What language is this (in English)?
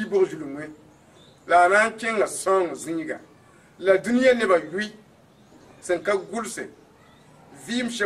Mossi